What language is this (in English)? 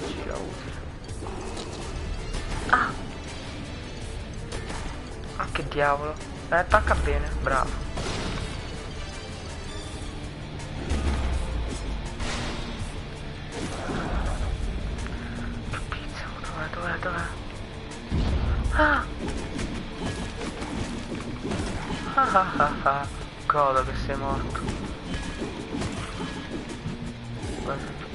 Italian